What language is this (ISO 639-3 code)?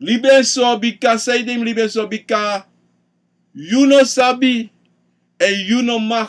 srn